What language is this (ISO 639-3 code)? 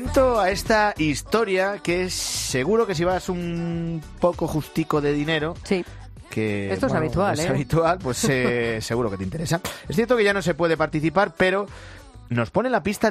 spa